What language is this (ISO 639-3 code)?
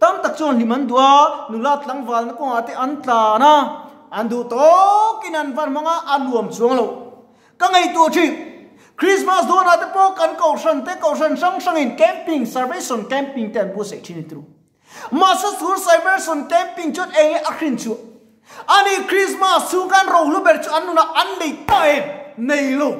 lus